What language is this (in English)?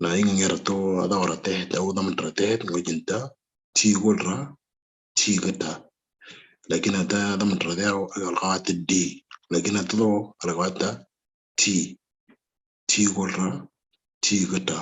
Moro